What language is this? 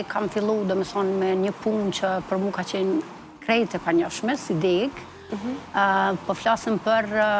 Albanian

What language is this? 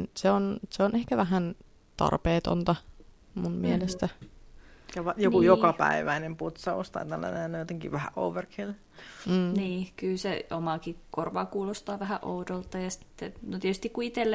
Finnish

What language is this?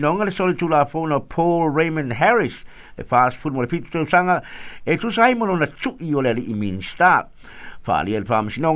Samoan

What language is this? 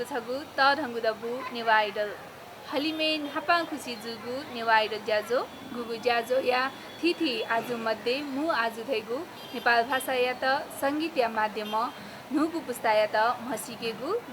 Newari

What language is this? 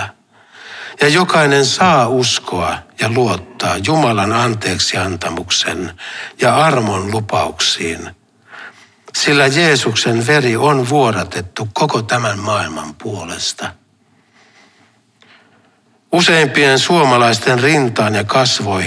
Finnish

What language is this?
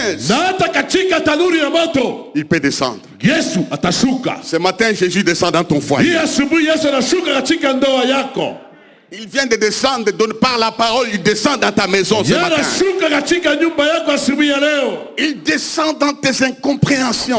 Swahili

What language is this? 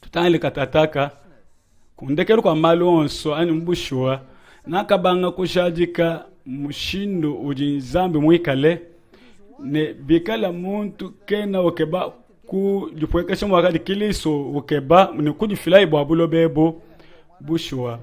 Luba-Lulua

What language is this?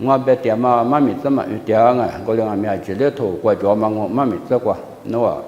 Lisu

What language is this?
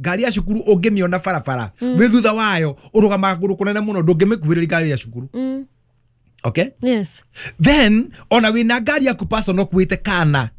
Kikuyu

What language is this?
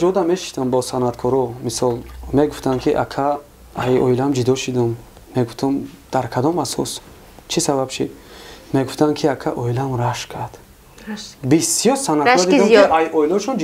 Tajik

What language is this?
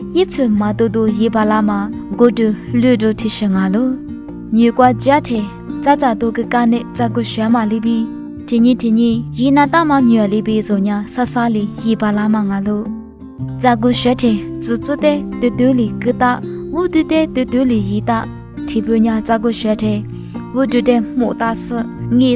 Lisu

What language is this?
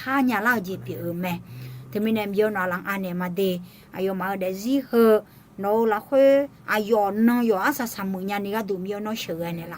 Akha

